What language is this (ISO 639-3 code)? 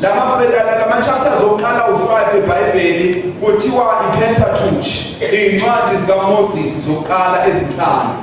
zul